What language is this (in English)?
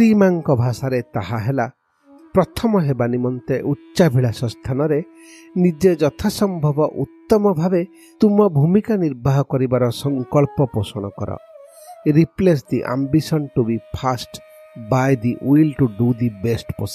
Odia